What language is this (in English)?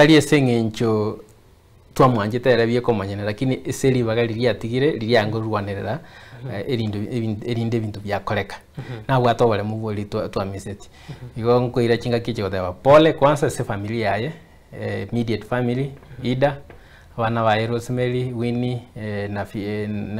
Gusii